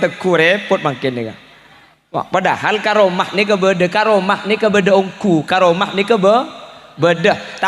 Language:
Madurese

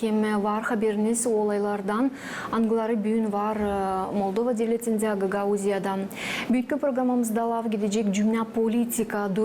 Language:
Gagauz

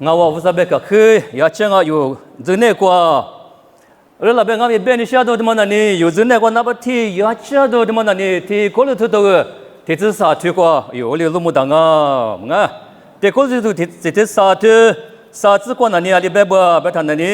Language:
Lisu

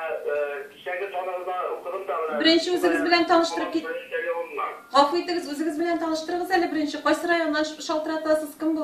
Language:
Tatar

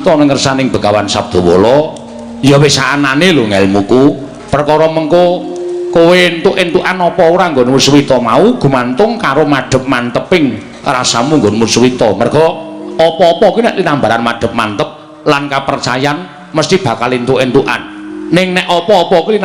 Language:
Javanese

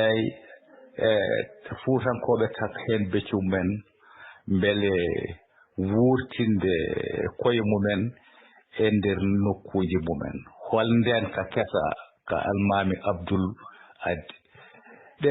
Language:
Fula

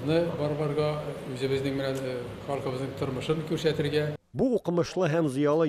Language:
Tatar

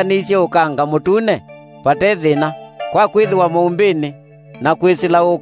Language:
Kamba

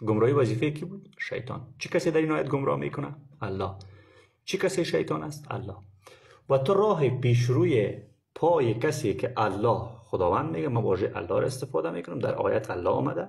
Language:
Persian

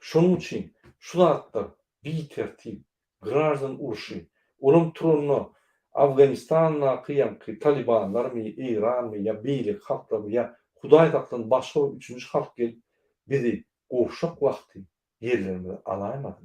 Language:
Turkmen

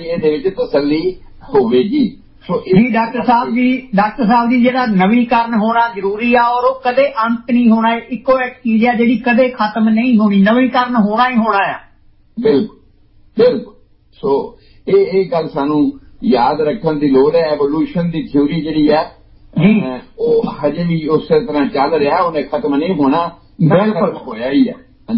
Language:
Punjabi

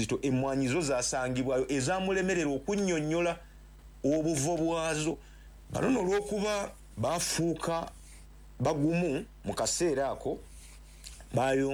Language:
Ganda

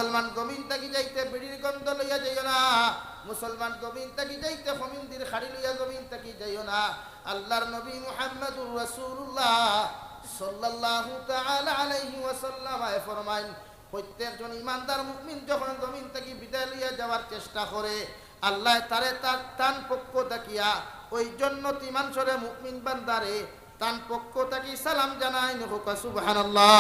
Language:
Sylheti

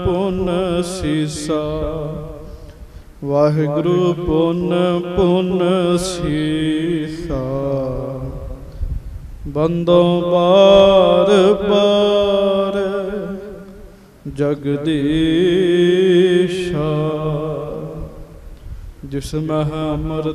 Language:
Punjabi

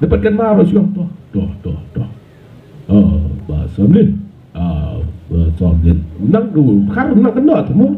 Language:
Khasi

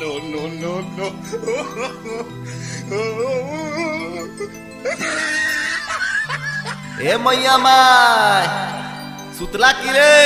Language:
Sadri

